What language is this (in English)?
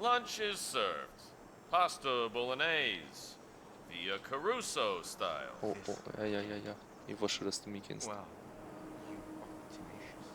Bavarian